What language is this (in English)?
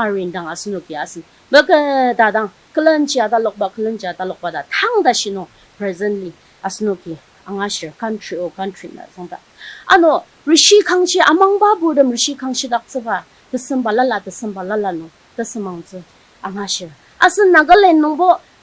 Ao Naga